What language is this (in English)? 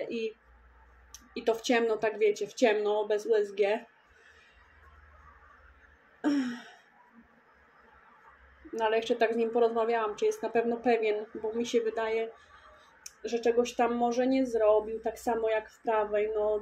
Polish